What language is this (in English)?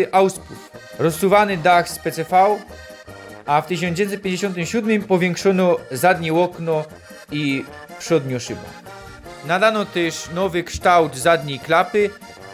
Silesian